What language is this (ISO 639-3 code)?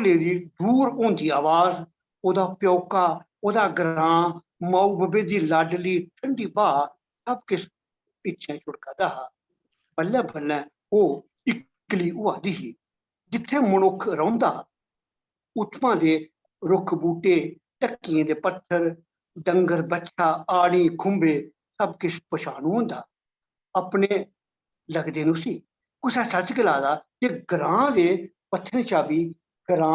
doi